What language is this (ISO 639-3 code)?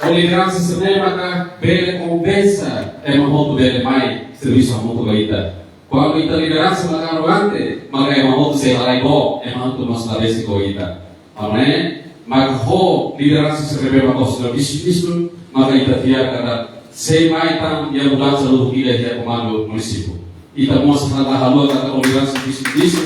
tet